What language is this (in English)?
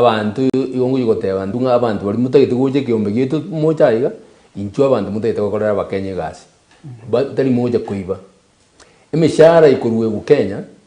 Gusii